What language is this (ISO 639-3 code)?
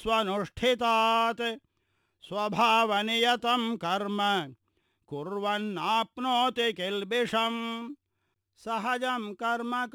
san